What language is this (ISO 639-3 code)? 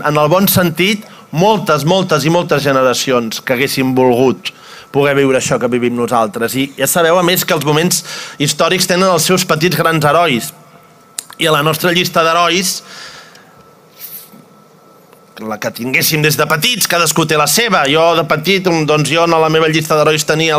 cat